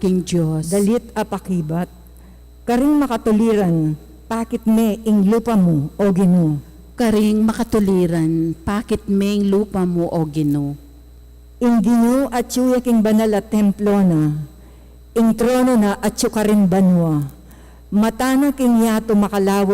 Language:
Pampanga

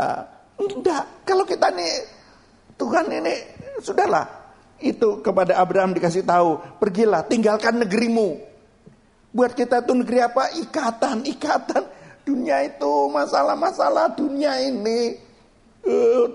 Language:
Indonesian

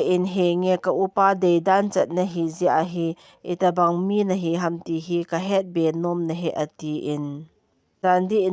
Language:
Thado Chin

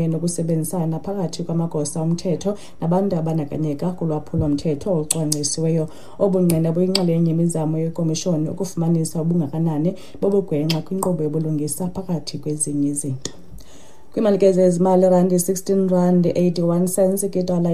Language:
Xhosa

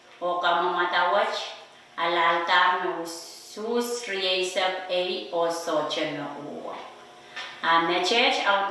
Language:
Pohnpeian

